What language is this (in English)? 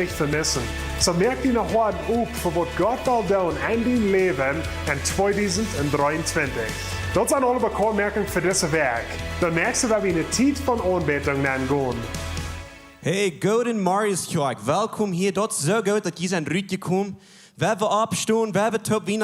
Plautdietsch